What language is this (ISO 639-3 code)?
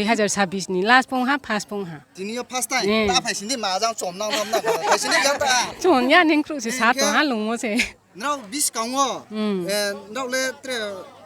ria